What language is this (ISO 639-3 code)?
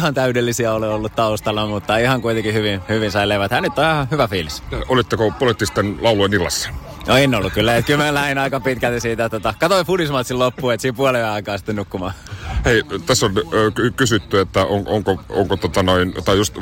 fin